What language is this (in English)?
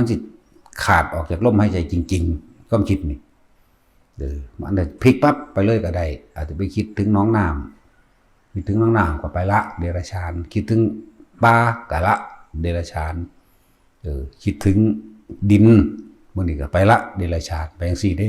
Northeastern Thai